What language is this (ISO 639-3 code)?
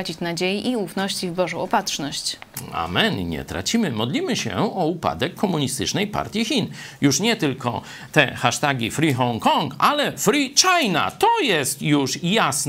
pol